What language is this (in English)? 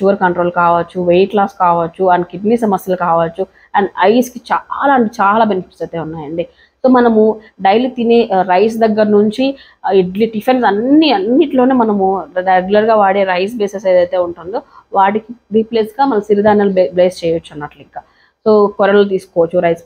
Telugu